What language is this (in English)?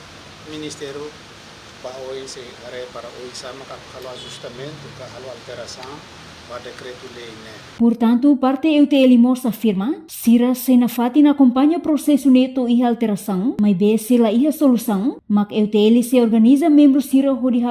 Tetum